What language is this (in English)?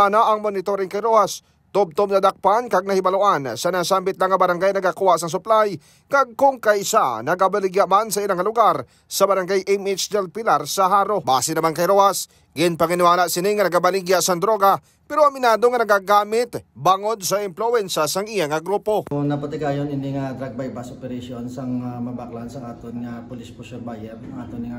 Hiligaynon